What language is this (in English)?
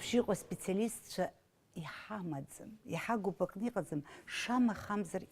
Abkhazian